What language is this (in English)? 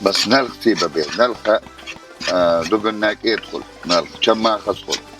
Chechen